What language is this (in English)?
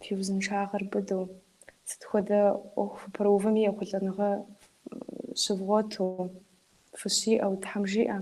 Kabardian